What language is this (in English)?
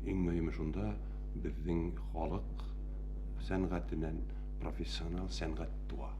Bashkir